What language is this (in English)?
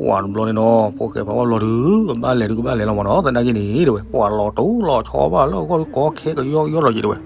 S'gaw Karen